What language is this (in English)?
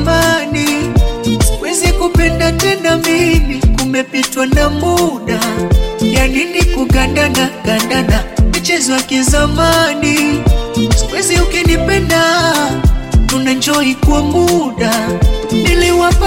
Swahili